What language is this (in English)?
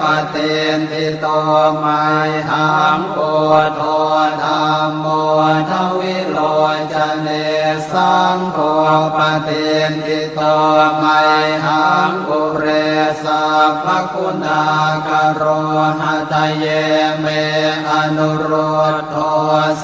Pali